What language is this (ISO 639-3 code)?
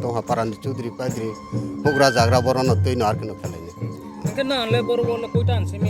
ria